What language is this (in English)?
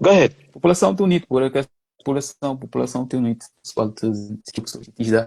Kabuverdianu